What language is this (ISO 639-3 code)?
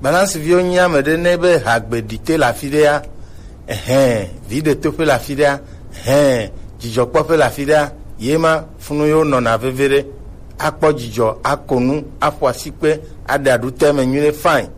gej